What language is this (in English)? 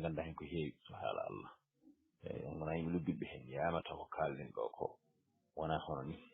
Fula